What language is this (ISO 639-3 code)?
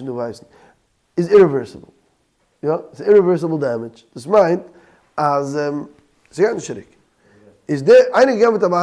yid